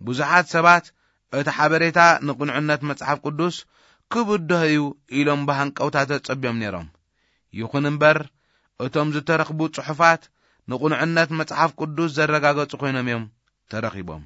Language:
Tigrinya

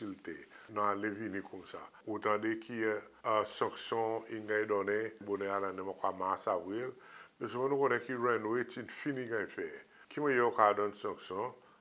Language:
Seselwa Creole French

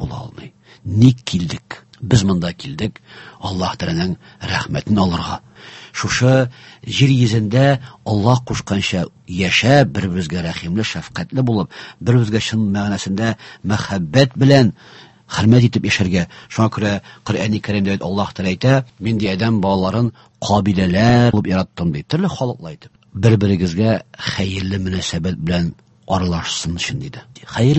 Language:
Tatar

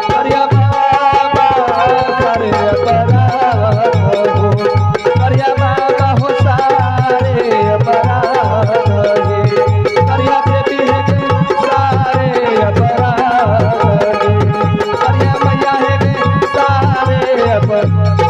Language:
Angika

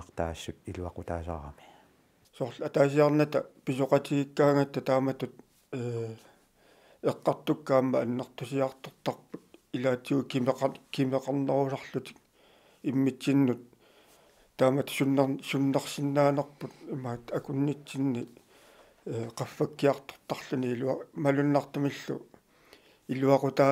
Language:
Kalaallisut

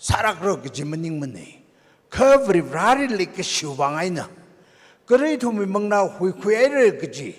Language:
Tangkhul Naga (India)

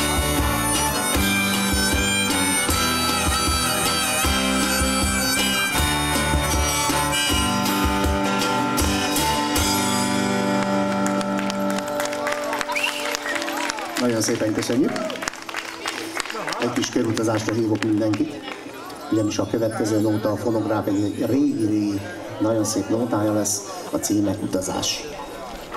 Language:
Hungarian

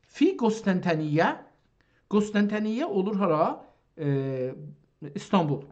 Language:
South Azerbaijani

